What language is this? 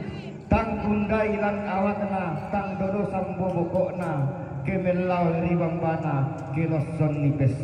Toraja-Sa'dan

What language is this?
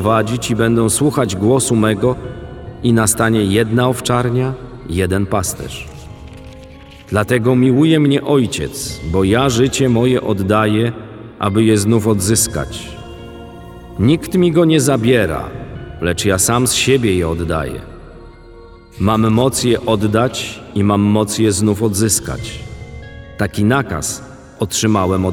Polish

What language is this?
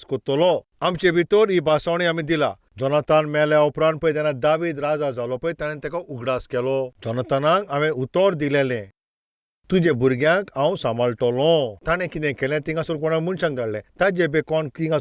Konkani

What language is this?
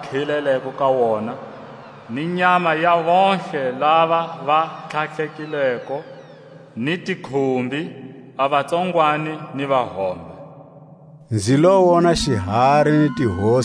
Tswa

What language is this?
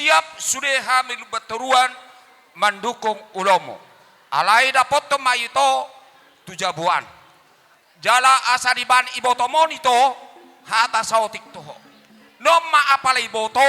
Batak Toba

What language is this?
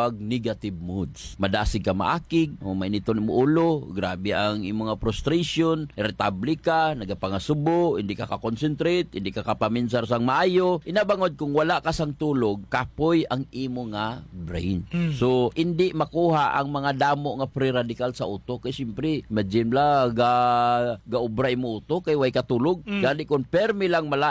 Hiligaynon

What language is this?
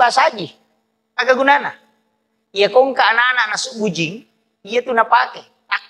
Buginese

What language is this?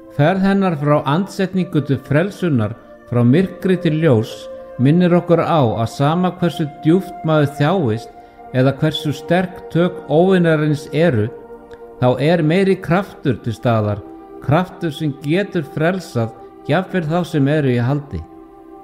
Icelandic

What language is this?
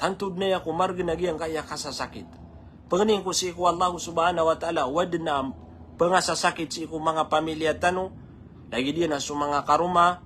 Maranao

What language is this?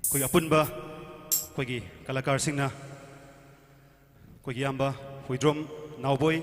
Manipuri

